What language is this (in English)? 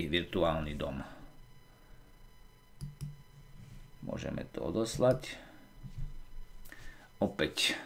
Slovak